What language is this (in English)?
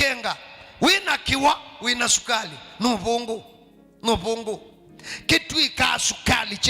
Kamba